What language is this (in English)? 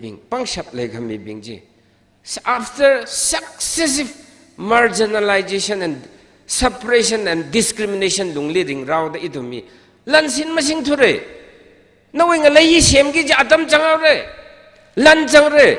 Tangkhul Naga (India)